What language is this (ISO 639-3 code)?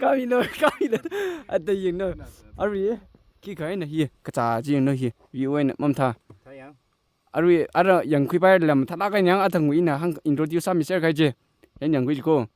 nmf